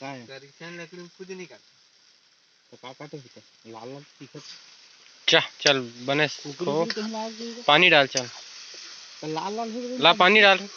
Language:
Chhattisgarhi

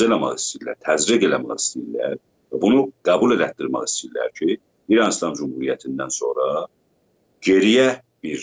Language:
South Azerbaijani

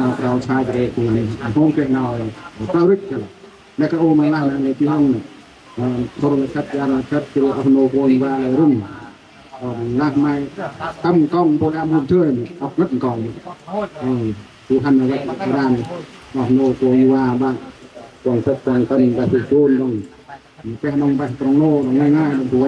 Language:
Central Mnong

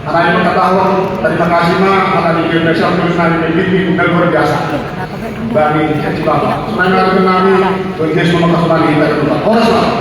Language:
Batak Simalungun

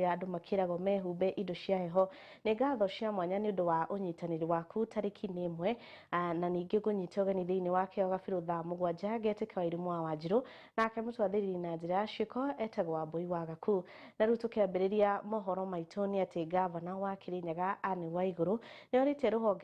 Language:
Kikuyu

